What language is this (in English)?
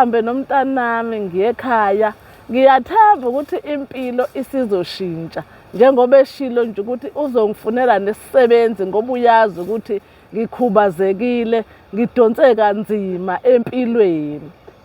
Zulu